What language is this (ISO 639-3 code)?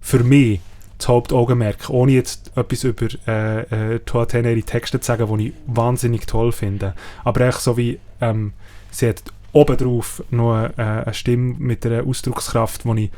gsw